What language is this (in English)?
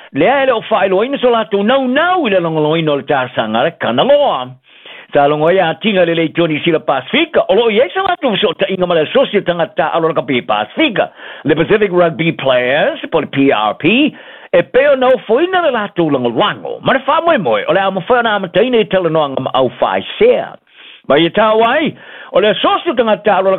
Samoan